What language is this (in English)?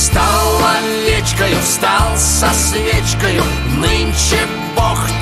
Russian